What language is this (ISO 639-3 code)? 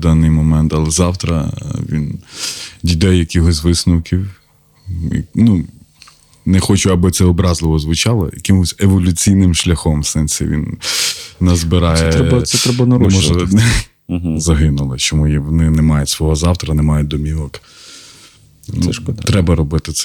ukr